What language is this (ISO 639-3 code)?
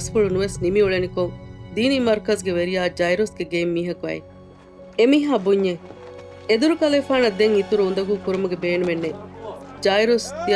div